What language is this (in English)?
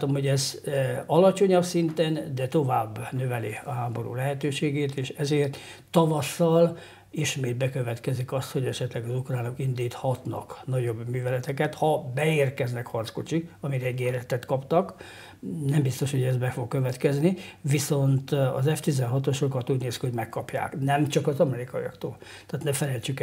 Hungarian